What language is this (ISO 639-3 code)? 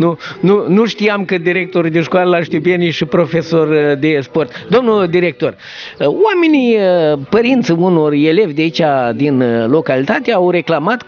ron